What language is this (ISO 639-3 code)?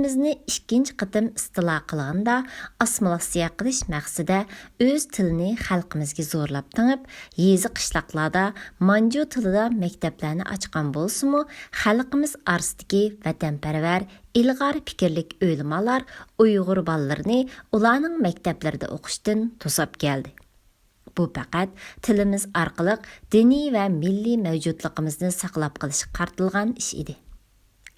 uig